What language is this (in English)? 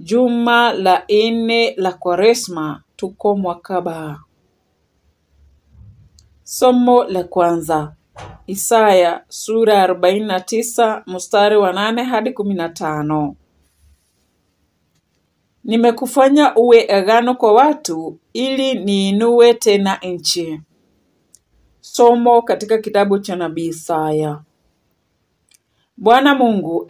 Swahili